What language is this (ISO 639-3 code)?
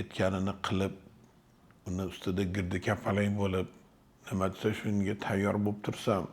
uzb